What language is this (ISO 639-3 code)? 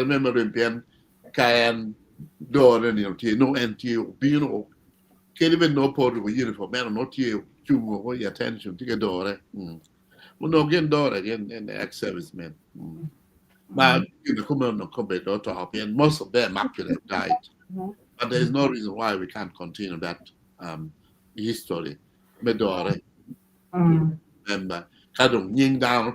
ach